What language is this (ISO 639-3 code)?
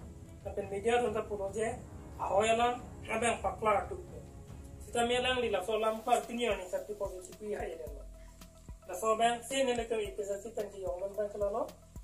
mjw